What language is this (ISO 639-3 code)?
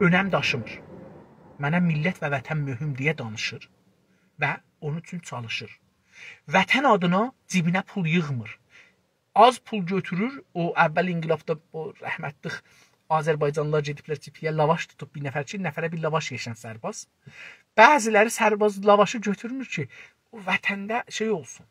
azb